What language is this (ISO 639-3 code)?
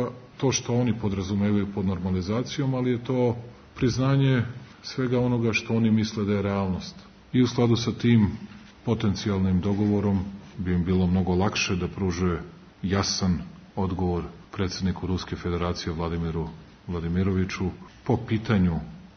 srp